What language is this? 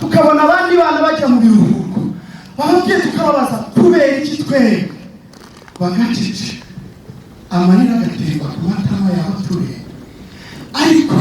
Kinyarwanda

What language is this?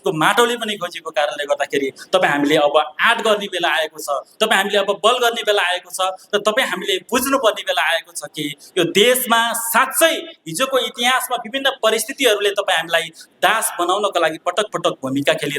Nepali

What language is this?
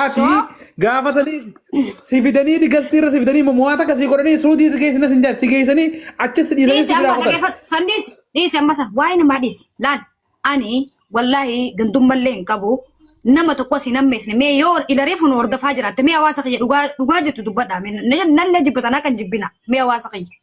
Oromo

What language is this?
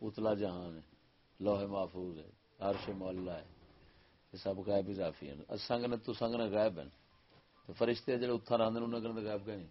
Saraiki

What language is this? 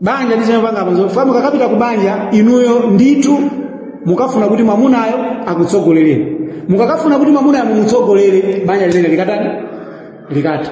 Nyanja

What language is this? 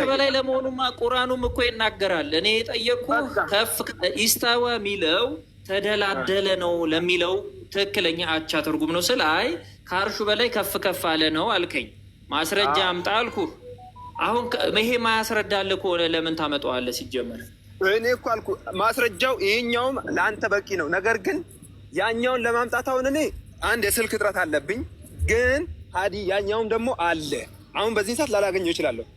Amharic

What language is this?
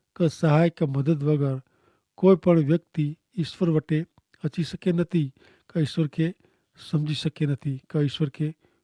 Kachhi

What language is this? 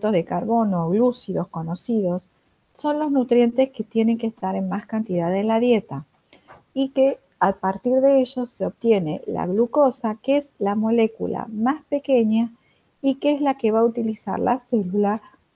Spanish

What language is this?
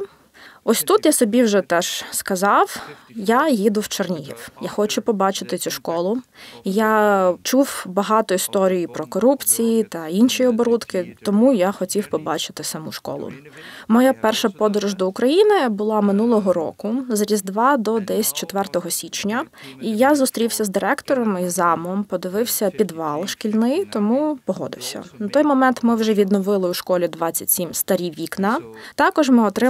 Ukrainian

